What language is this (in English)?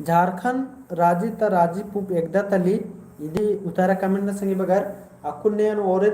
Kurukh